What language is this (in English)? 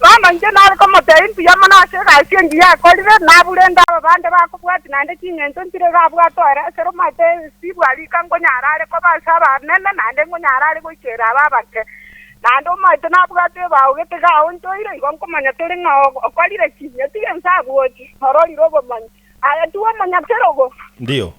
Gusii